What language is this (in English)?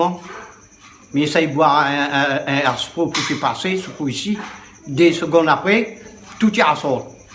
Réunion Creole French